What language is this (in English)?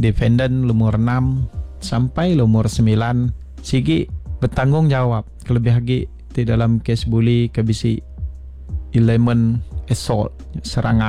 Iban